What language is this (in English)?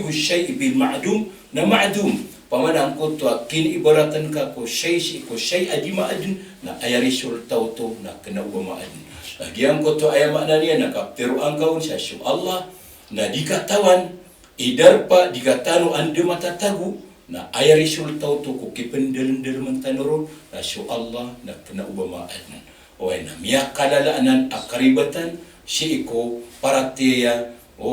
Maranao